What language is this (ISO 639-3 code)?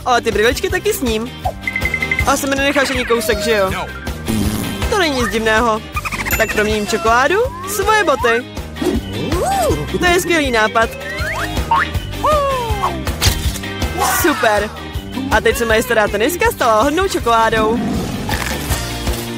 ces